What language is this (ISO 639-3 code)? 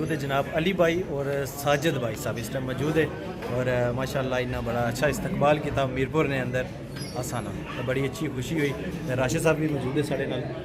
phr